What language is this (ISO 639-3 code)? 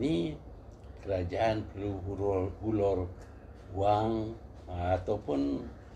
msa